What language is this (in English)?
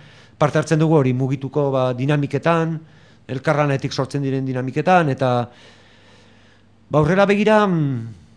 Basque